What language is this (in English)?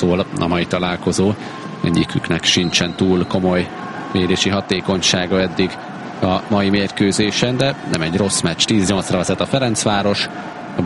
Hungarian